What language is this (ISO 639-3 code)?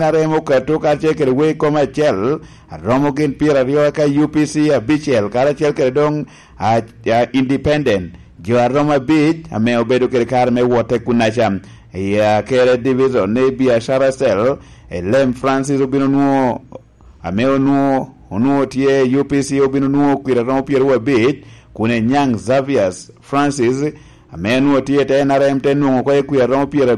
laj